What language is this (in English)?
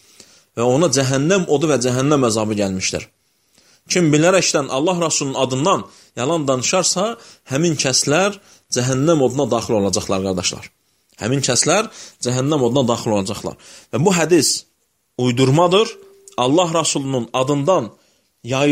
Azerbaijani